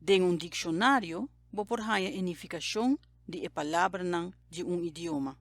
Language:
Papiamento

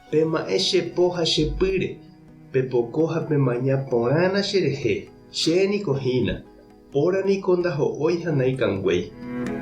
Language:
Guarani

